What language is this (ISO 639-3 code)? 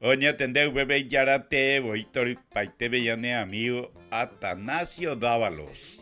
grn